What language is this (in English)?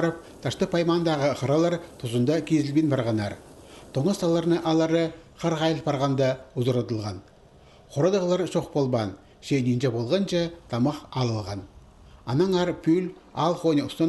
Khakas